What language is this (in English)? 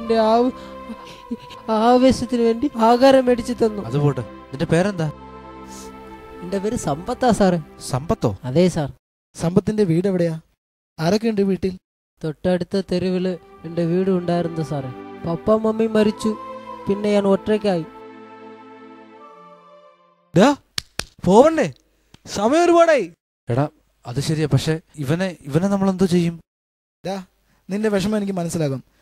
Malayalam